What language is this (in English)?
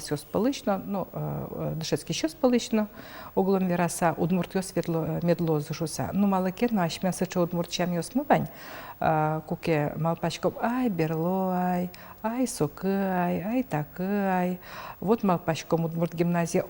Udmurt